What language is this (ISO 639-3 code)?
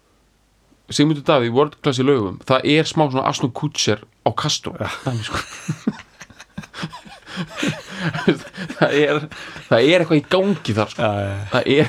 isl